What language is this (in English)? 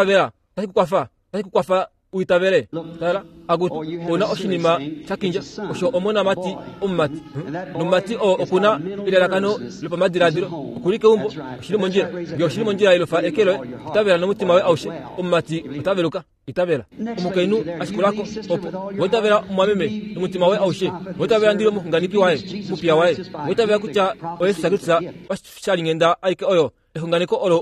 Kuanyama